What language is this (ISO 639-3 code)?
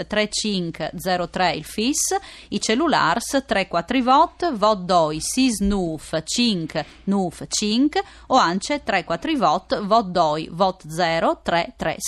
fur